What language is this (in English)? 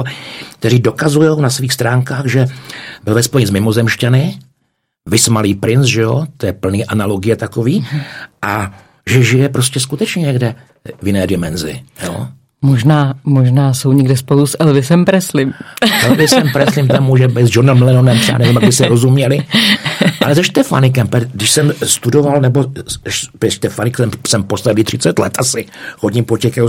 Czech